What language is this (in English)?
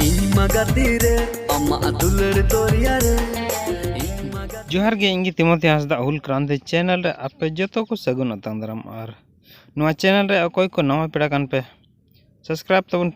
Santali